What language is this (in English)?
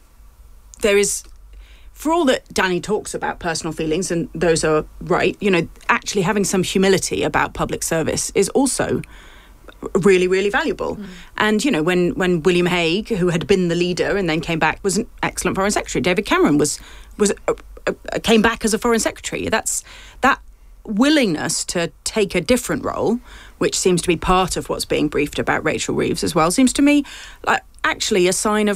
English